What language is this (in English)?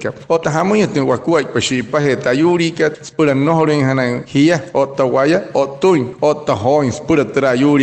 Wayuu